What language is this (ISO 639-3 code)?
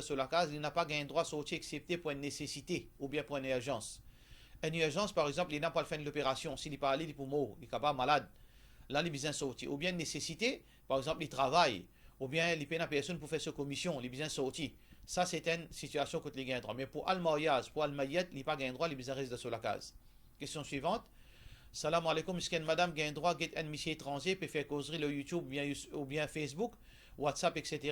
mfe